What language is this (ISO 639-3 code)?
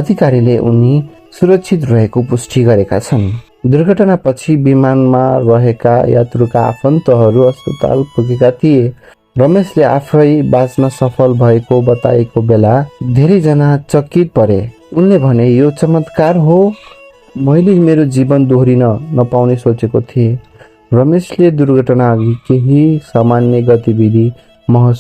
nep